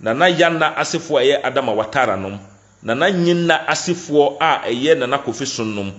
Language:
Akan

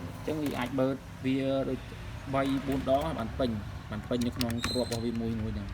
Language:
Khmer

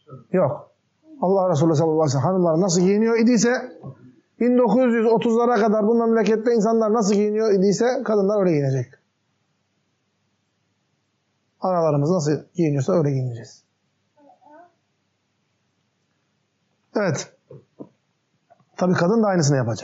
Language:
Turkish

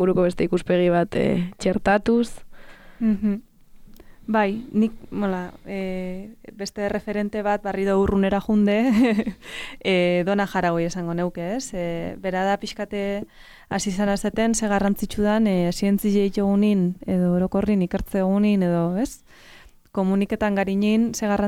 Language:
Basque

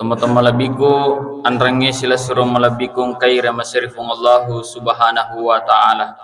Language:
Buginese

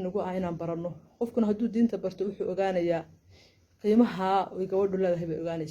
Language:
Somali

